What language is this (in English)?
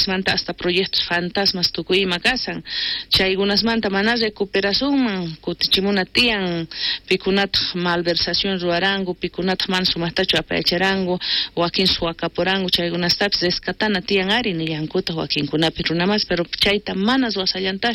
South Bolivian Quechua